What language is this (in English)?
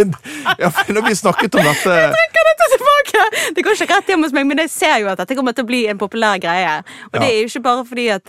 Norwegian